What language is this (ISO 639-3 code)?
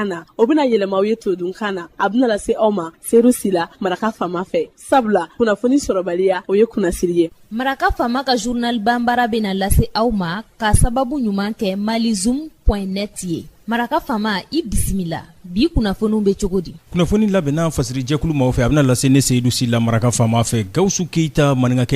bam